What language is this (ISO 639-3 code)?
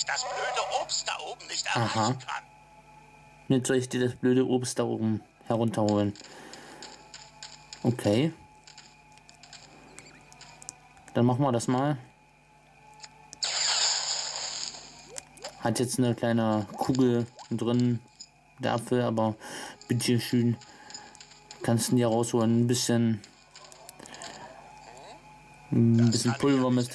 deu